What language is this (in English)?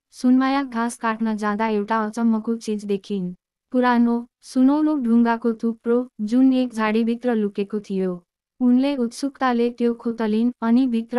Nepali